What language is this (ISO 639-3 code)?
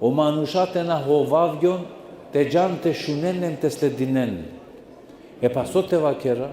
rmn